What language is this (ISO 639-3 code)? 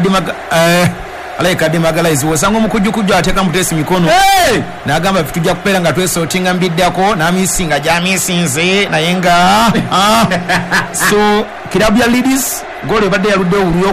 lug